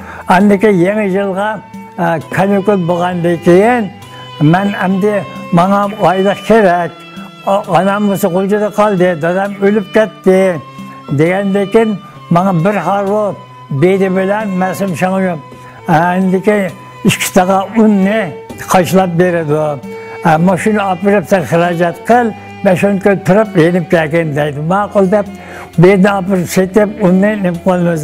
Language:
Uyghur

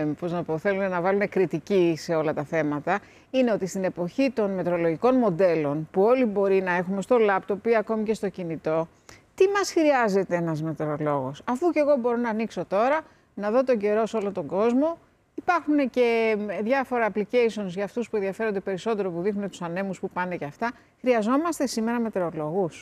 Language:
Greek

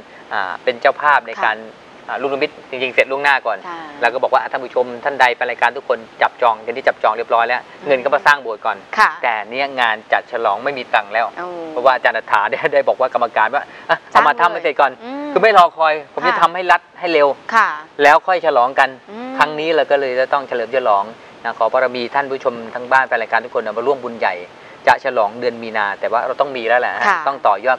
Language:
Thai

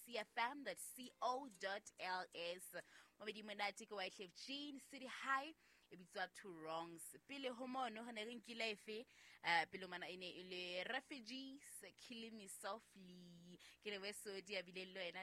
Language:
Southern Sotho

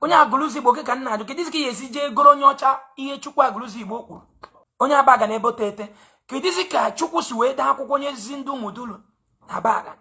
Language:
Igbo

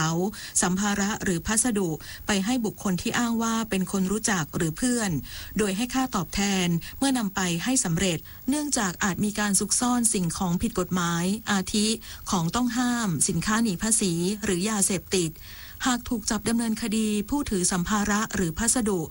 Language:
Thai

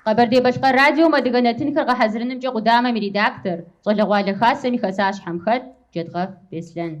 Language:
Kabardian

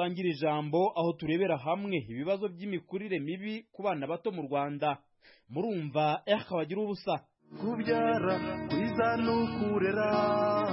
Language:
Kinyarwanda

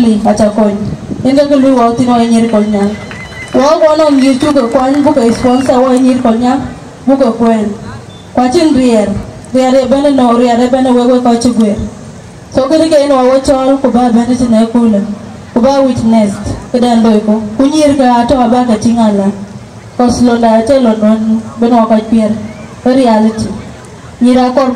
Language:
Dinka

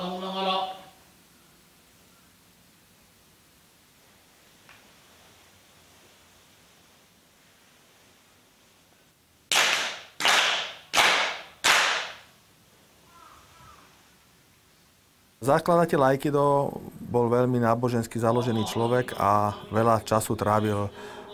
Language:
Slovak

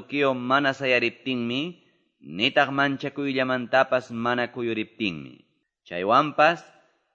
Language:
Quechua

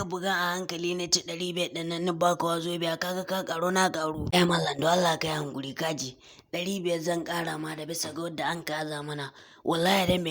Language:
Hausa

